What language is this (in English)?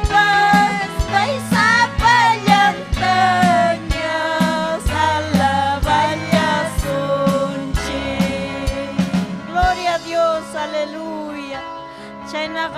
Ayacucho Quechua